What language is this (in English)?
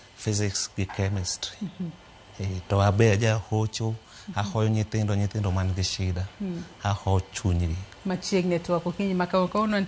Luo (Kenya and Tanzania)